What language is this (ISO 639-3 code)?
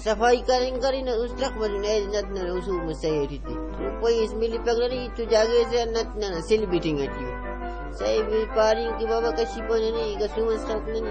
brh